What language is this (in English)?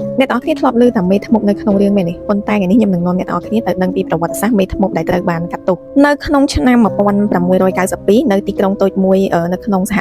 Khmer